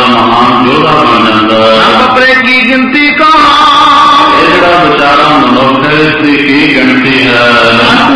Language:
Punjabi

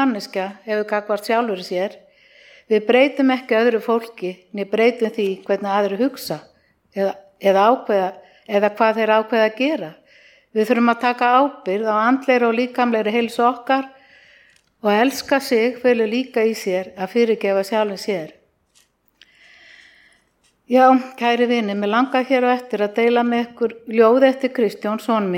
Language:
Icelandic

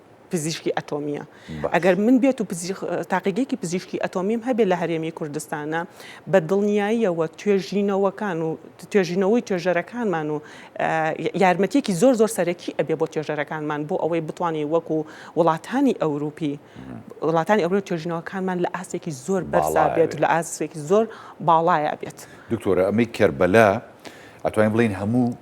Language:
Central Kurdish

